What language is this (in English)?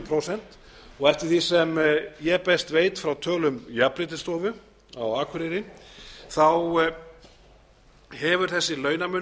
Icelandic